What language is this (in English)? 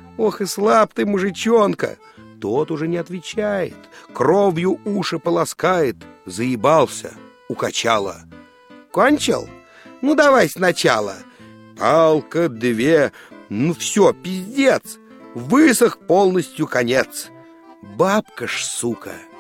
Russian